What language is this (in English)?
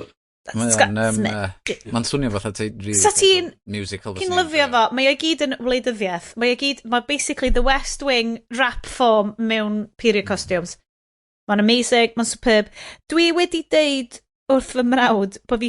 Welsh